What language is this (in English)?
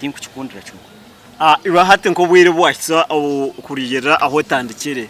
Nyankole